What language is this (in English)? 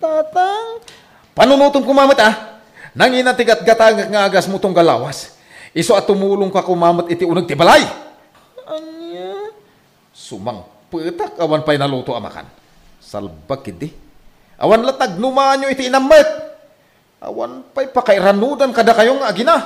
Iloko